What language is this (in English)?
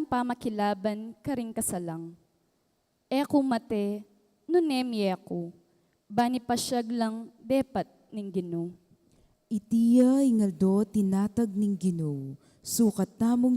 Pampanga